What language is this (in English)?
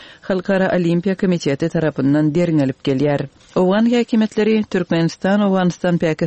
Turkmen